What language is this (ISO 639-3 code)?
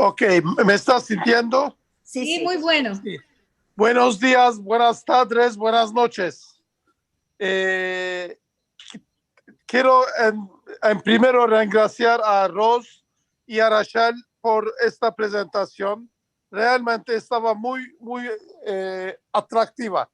lad